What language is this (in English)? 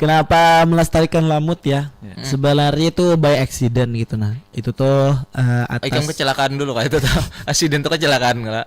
Banjar